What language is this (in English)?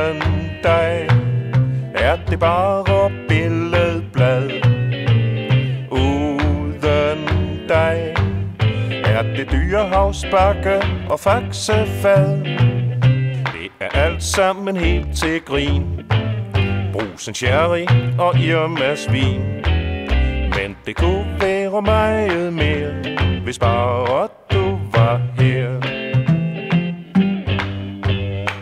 Danish